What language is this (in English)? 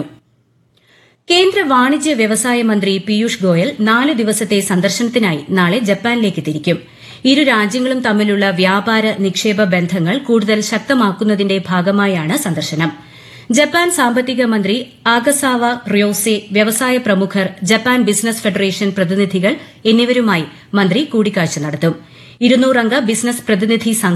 Malayalam